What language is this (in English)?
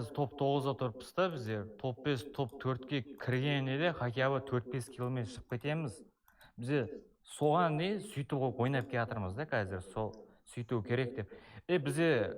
Kara-Kalpak